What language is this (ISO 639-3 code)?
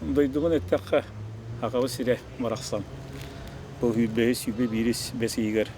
sah